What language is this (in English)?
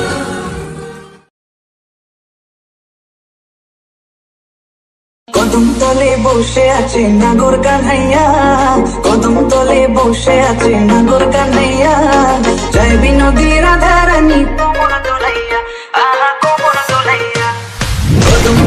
Bangla